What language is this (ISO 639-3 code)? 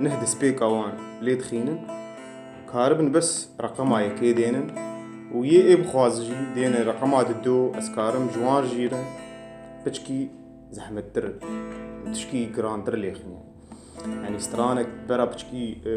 kur